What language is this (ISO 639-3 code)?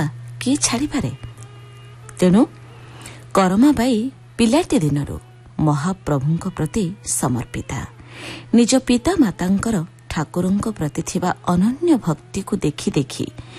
ori